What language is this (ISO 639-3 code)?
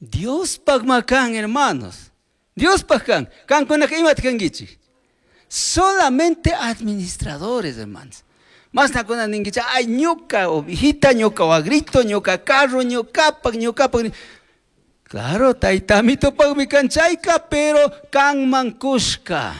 qug